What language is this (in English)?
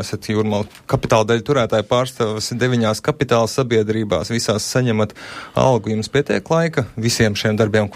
Latvian